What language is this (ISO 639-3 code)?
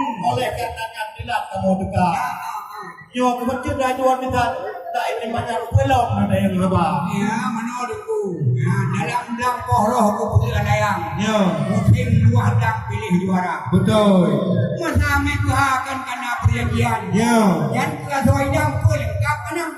ace